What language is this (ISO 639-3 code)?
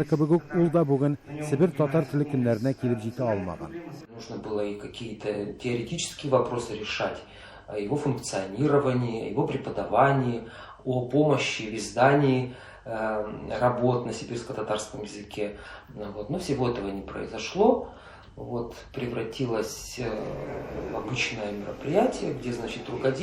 tat